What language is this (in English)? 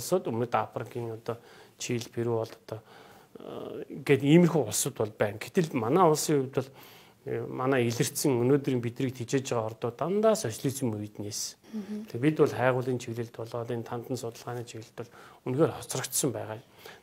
Mongolian